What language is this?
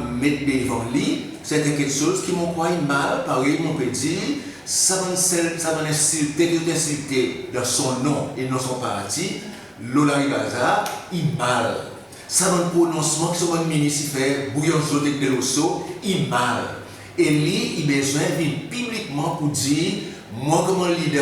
Seselwa Creole French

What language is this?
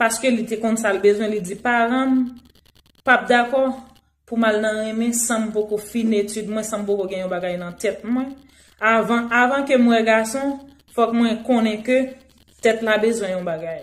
Haitian Creole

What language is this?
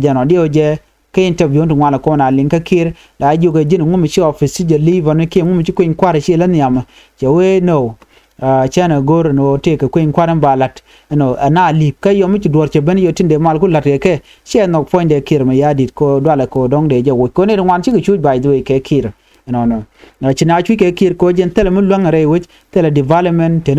Nuer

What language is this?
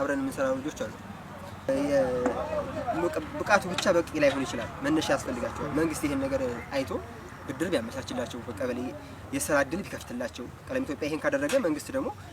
Amharic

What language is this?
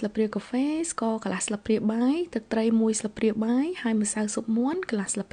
Khmer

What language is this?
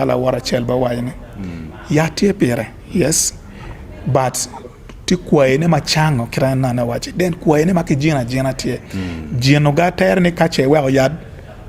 Acoli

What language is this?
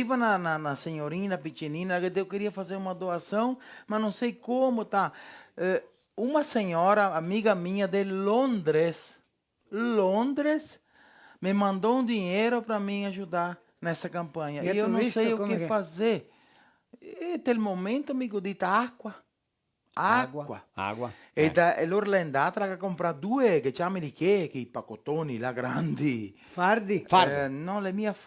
Venetian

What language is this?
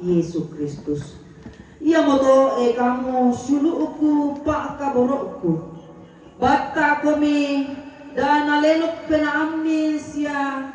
Toraja-Sa'dan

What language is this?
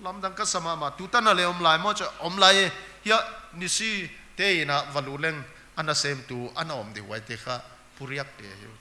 Paite Chin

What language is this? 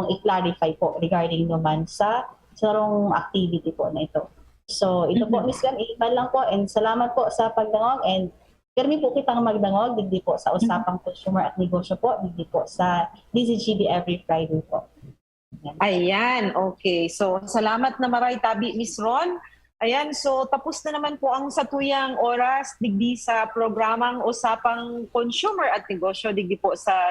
Bikol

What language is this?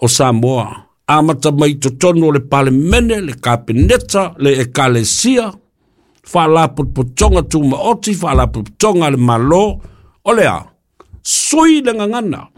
Samoan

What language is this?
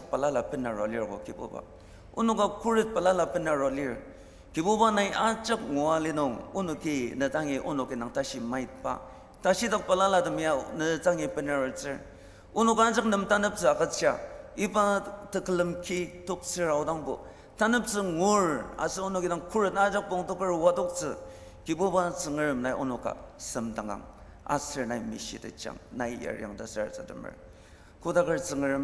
Ao Naga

